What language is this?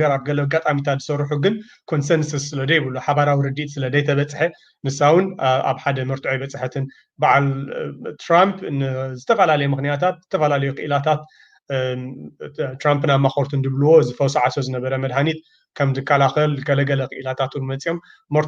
Tigrinya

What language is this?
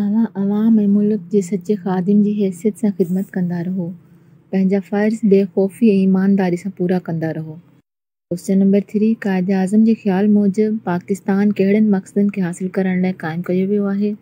Sindhi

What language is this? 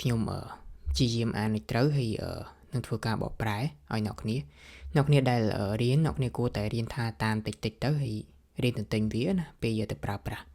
Khmer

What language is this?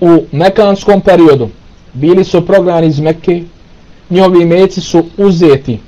Bosnian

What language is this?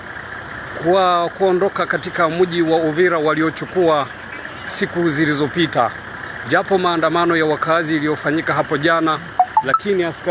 Swahili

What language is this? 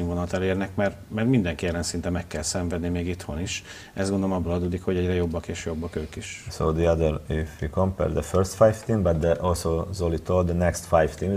Hungarian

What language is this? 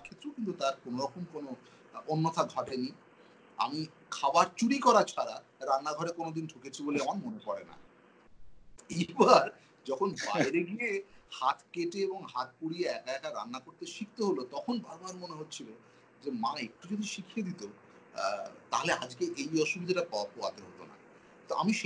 Bangla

